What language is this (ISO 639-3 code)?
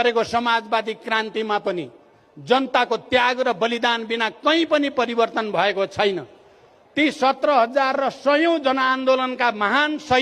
nep